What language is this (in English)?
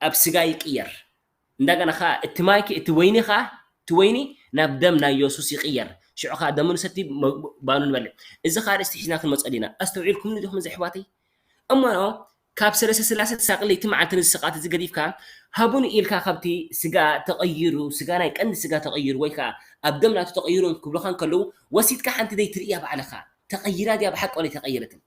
Tigrinya